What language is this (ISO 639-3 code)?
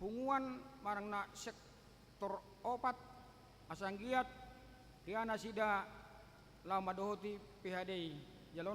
bbc